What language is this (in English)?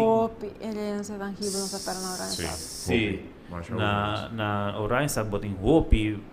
Papiamento